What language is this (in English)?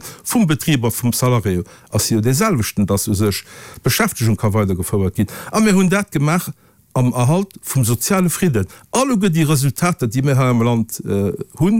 Luxembourgish